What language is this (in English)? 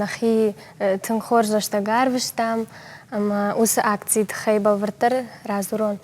Ossetic